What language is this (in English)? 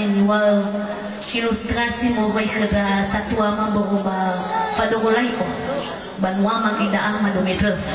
Nias